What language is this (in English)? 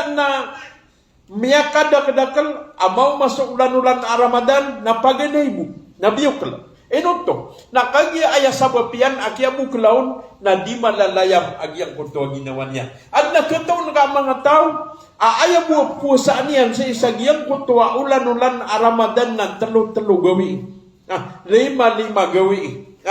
Maranao